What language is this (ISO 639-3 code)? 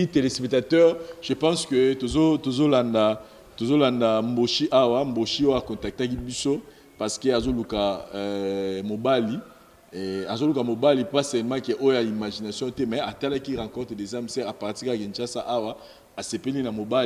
lin